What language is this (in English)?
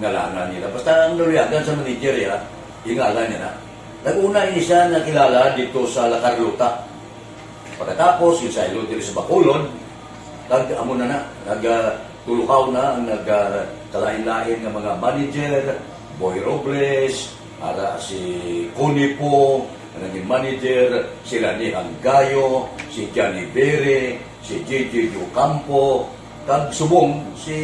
Hiligaynon